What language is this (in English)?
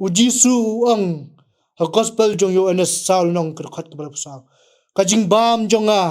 Khasi